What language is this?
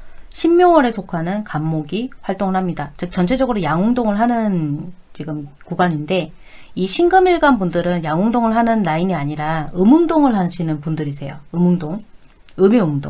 Korean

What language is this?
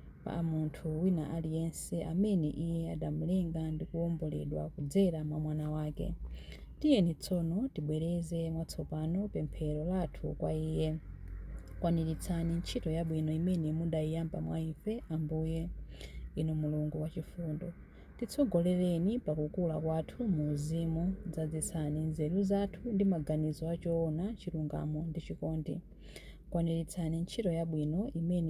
Nyanja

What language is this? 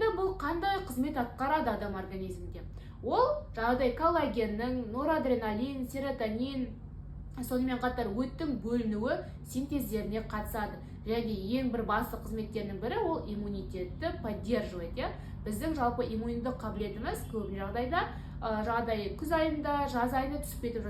Kazakh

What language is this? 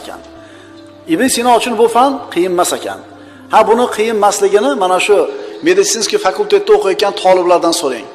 Uzbek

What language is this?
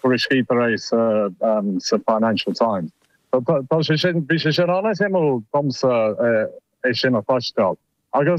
Irish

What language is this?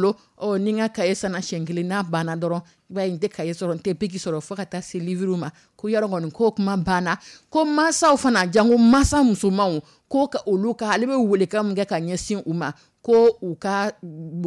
Dyula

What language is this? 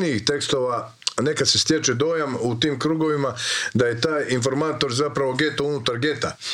Croatian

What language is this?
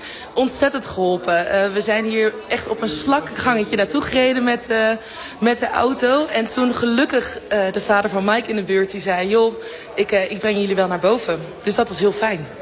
Dutch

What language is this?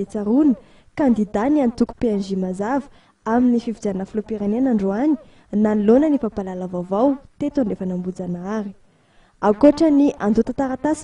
Malagasy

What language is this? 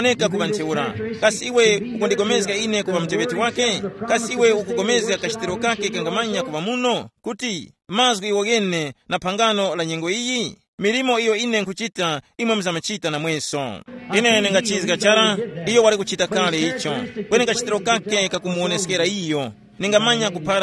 Tumbuka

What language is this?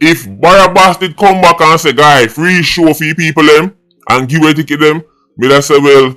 Jamaican Creole English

